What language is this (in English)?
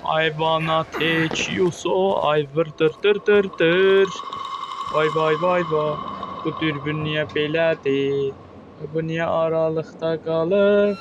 South Azerbaijani